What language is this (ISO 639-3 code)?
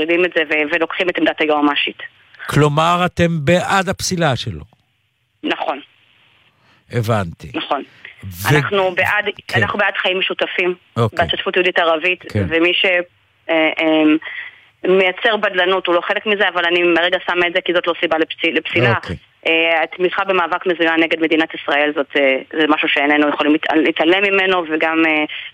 heb